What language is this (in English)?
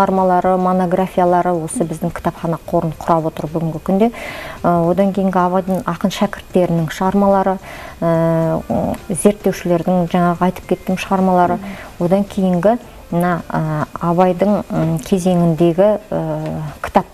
Kazakh